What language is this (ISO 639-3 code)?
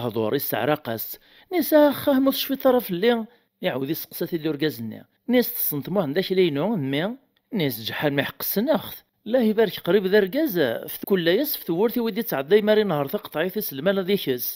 kab